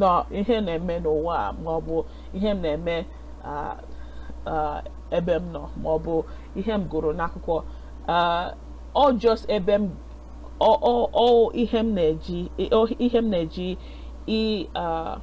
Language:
Igbo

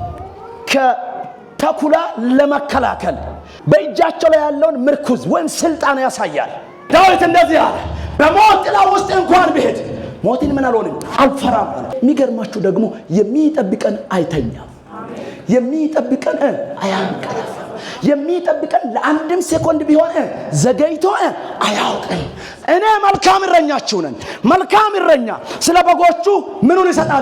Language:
Amharic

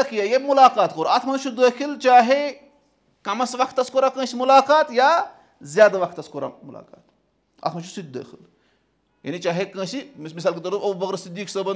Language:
Kashmiri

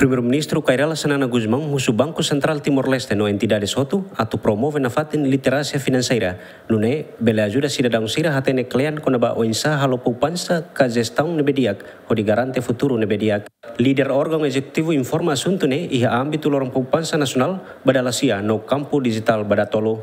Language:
Tetum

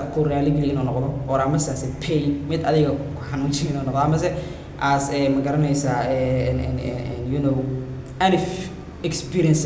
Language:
Somali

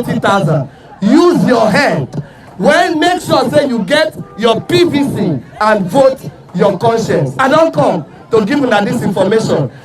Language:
Nigerian Pidgin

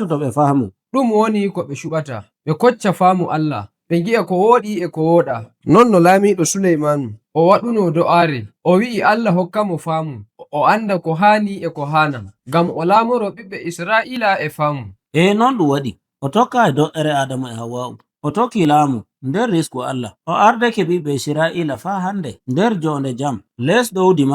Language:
Nigerian Fulfulde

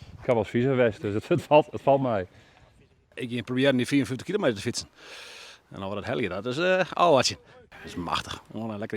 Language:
Western Frisian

